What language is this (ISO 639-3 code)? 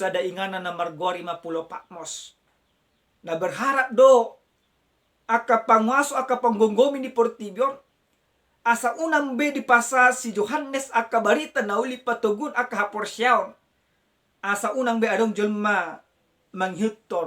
bbc